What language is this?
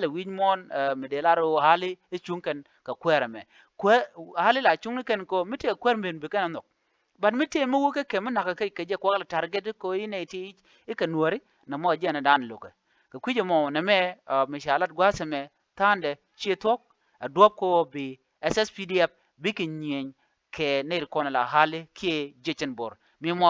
Nuer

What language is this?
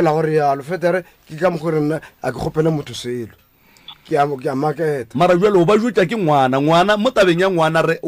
Northern Sotho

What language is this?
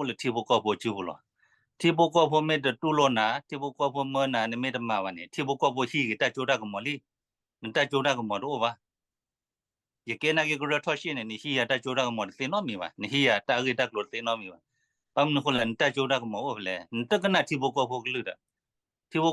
S'gaw Karen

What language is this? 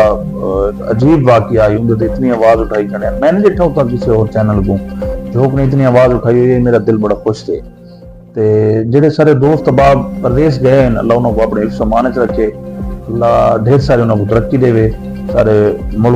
Saraiki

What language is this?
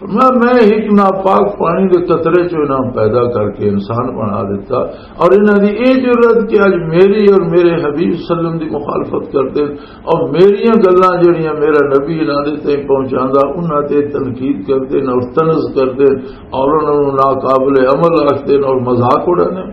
Western Panjabi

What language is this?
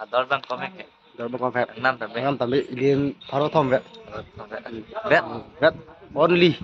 Karbi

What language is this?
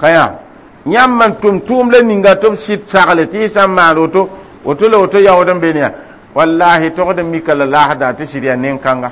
Mossi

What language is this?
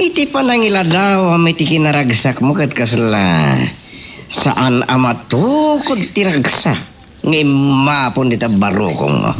Iloko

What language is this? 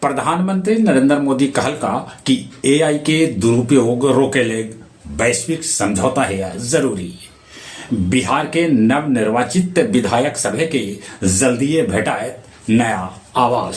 Magahi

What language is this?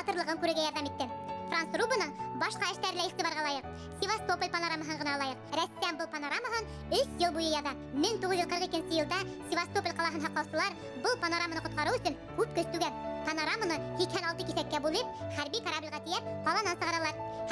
Bashkir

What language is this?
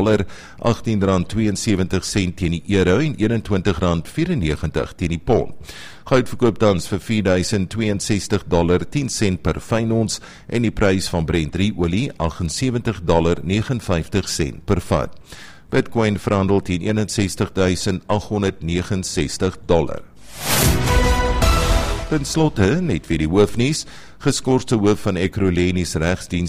Afrikaans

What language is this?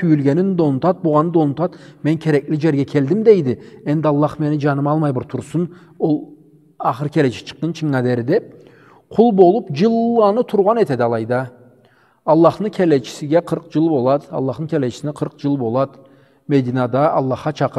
Karachay-Balkar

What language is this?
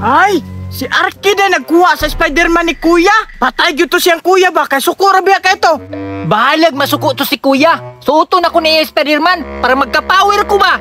Cebuano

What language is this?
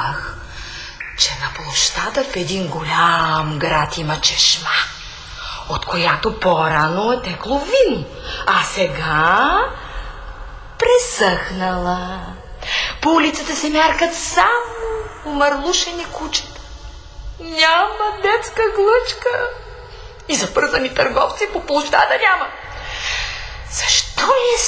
Bulgarian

